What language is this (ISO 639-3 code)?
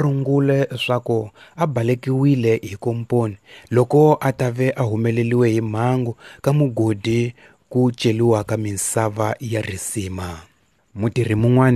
tso